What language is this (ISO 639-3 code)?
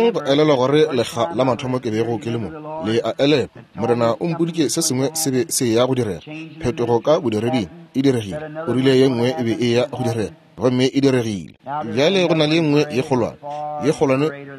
nso